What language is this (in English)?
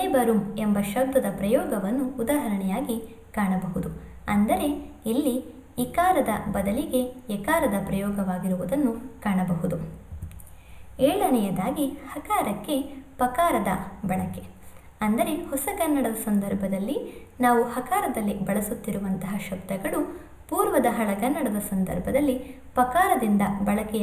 Kannada